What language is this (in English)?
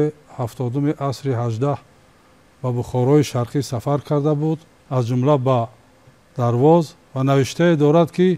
Tajik